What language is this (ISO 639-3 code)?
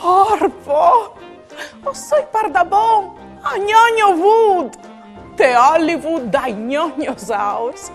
fur